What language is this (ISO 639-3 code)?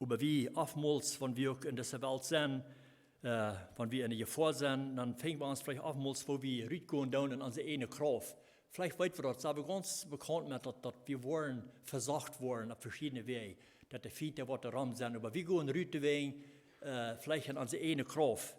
pdt